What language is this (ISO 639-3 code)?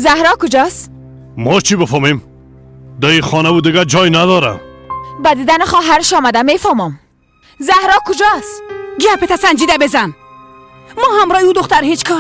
fas